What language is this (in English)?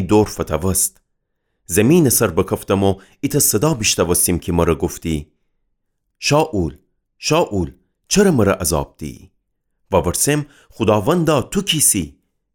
Gilaki